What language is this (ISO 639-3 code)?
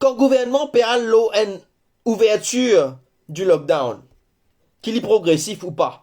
mfe